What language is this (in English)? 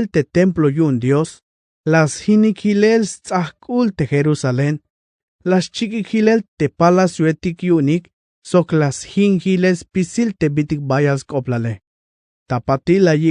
Tzeltal